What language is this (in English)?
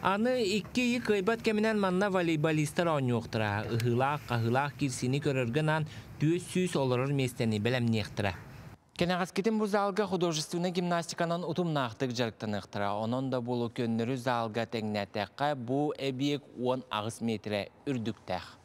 Yakut